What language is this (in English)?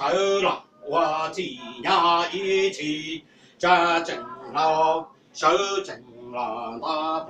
Hmong